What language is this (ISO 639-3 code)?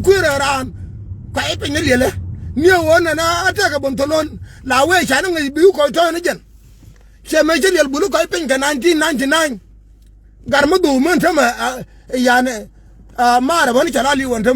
nus